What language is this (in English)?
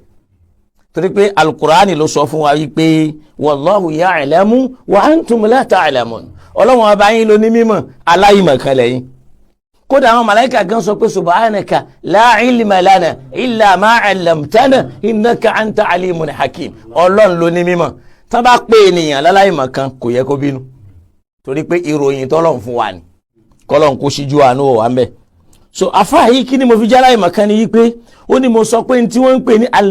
Yoruba